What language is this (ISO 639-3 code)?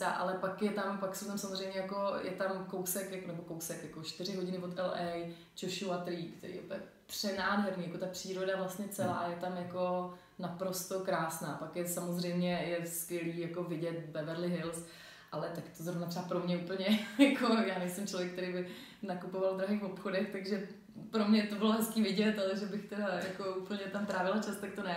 ces